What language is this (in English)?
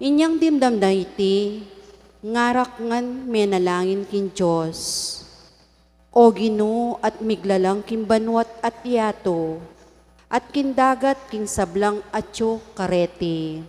Pampanga